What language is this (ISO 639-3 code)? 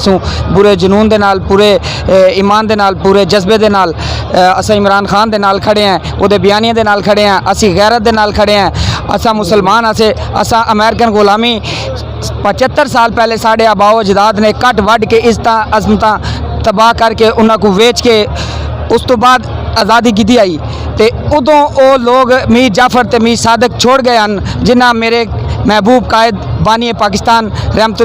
skr